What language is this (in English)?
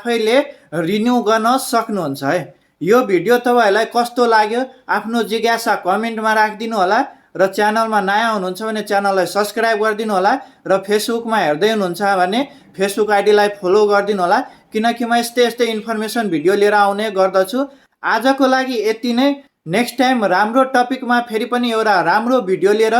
Nepali